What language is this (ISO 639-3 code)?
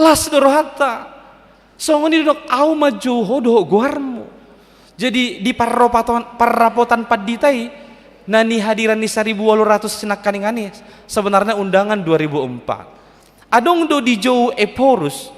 bbc